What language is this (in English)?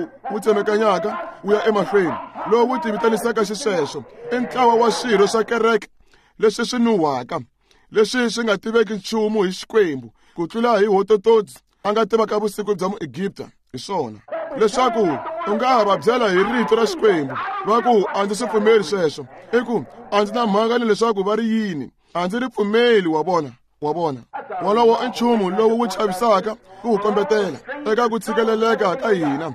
Tsonga